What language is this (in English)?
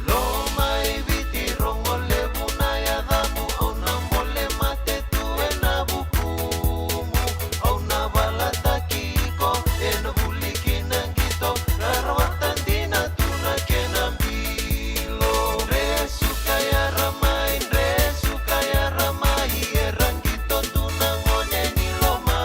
Fijian